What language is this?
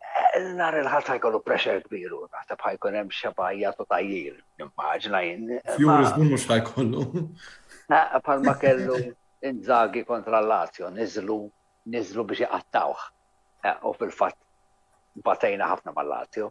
Maltese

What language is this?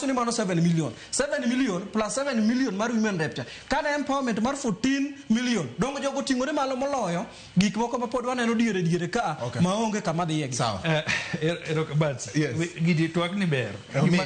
Luo (Kenya and Tanzania)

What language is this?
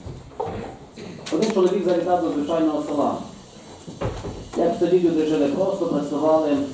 Ukrainian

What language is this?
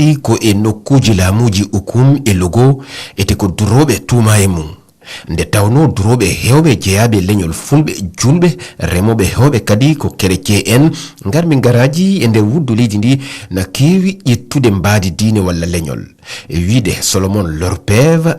Fula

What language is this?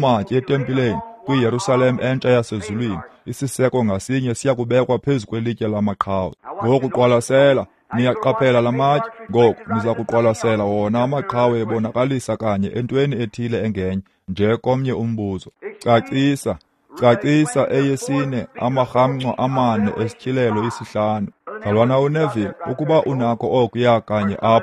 Xhosa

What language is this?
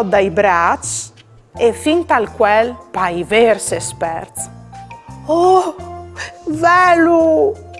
Friulian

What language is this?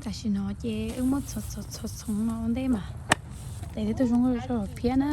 Hmong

